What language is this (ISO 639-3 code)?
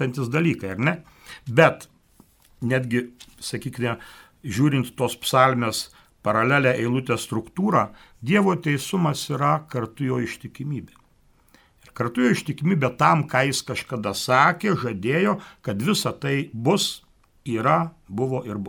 lit